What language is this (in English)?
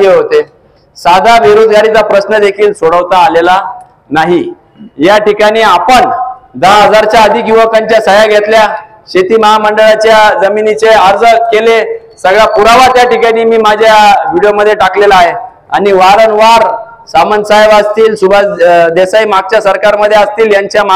Marathi